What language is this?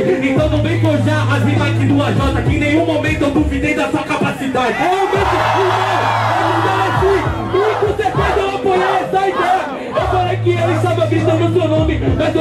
Portuguese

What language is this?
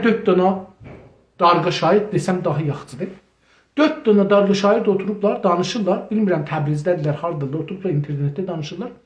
South Azerbaijani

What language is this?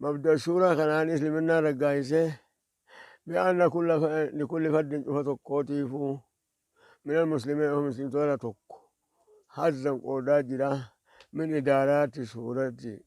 Oromo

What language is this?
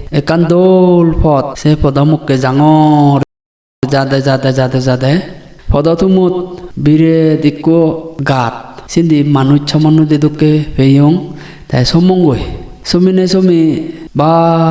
Chakma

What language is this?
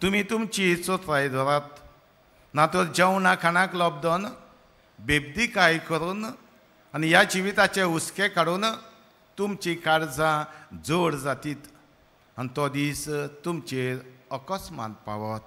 Konkani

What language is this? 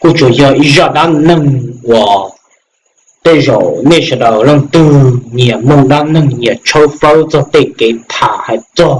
Hmong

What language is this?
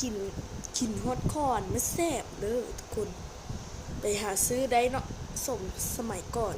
Lao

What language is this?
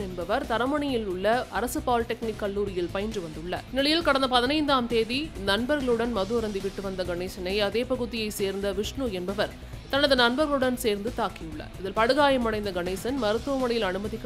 Tamil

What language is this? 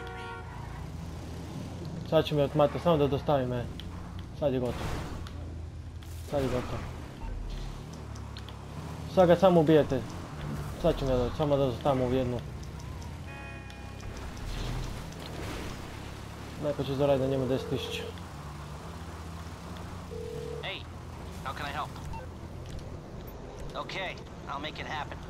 Croatian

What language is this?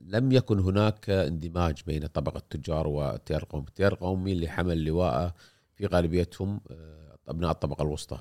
Gulf Arabic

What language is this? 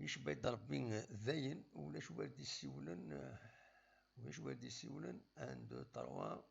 Kabyle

